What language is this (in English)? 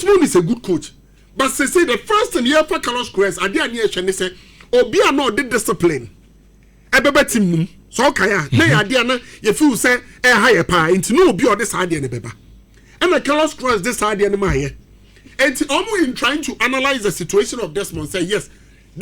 Akan